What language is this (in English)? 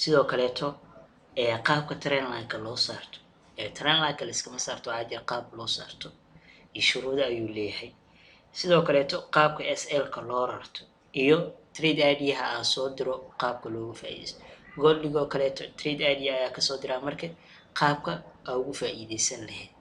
Somali